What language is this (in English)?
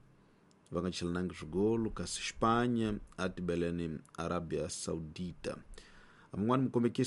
Tsonga